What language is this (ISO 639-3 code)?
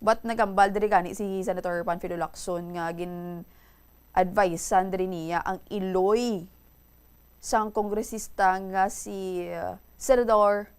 hil